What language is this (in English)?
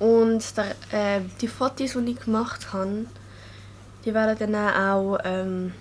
Swiss German